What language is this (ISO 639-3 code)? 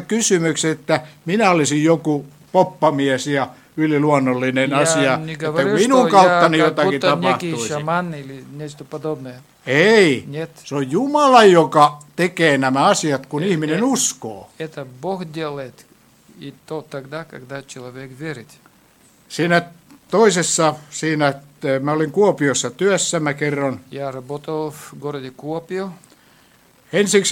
fin